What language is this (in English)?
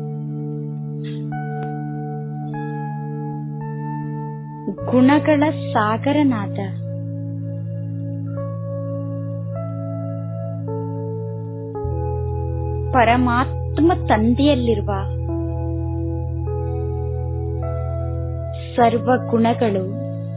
Kannada